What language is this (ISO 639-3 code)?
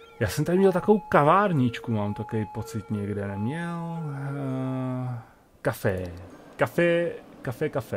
ces